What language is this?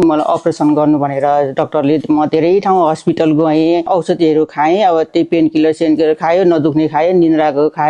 Nepali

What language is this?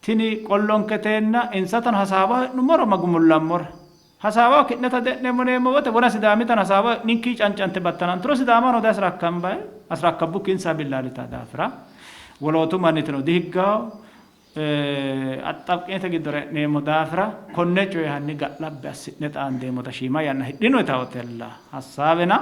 Sidamo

